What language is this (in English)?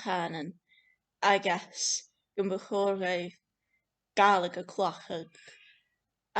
Scottish Gaelic